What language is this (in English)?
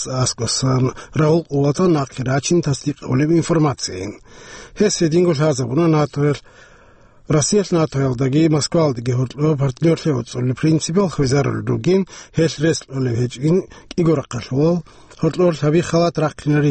Avaric